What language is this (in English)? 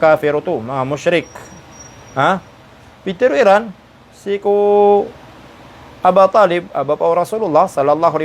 Maranao